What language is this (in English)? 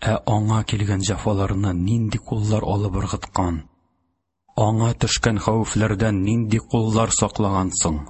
Tatar